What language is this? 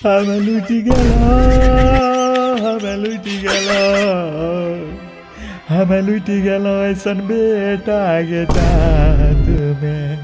Maithili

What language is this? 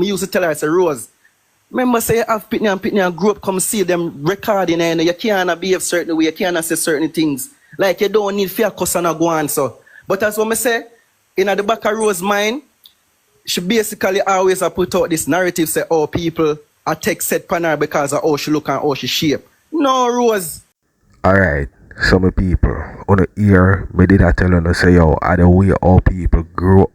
Jamaican Creole English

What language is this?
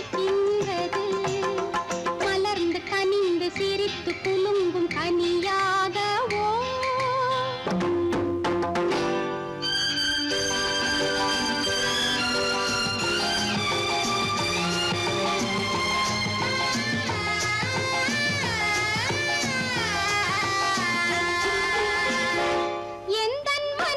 Tamil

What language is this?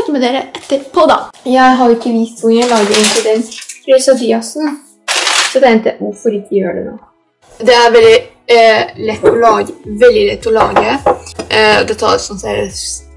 Norwegian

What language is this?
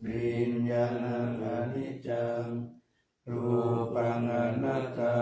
Pali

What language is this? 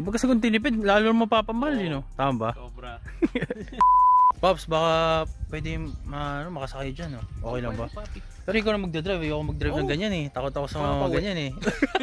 Filipino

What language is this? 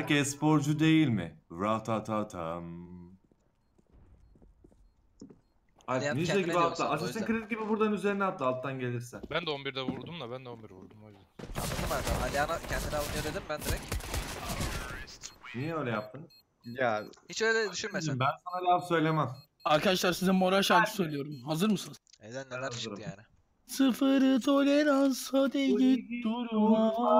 Turkish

